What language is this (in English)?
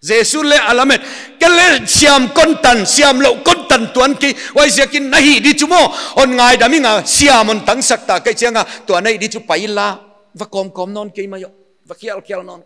Paite Chin